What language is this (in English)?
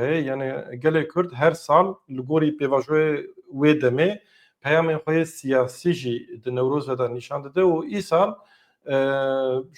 Kurdish